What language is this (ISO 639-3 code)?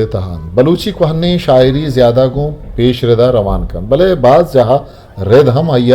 bgp